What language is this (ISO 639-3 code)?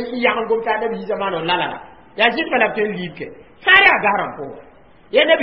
mos